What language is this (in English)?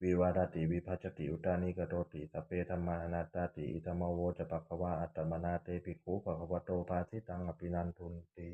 Pali